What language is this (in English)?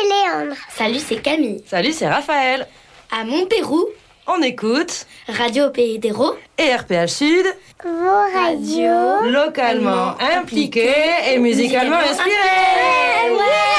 French